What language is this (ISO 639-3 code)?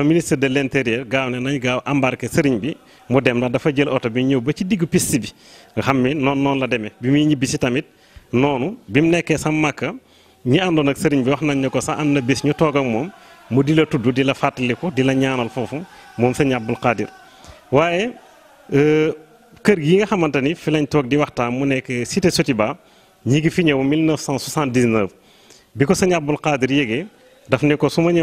wol